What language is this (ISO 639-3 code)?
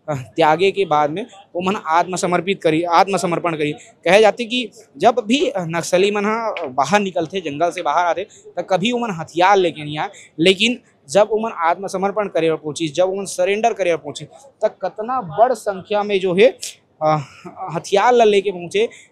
hne